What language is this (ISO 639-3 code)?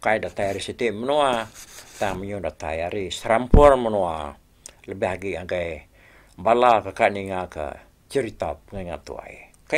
iba